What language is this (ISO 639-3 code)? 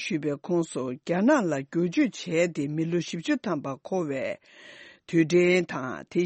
bod